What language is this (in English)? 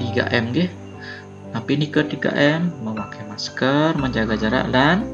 Balinese